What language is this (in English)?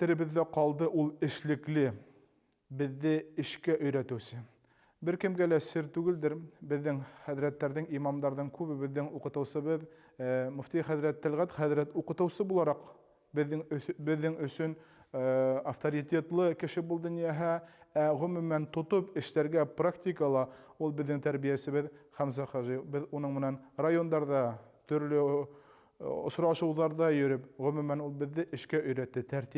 Bashkir